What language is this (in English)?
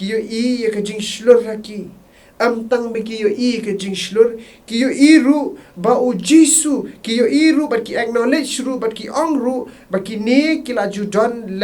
Khasi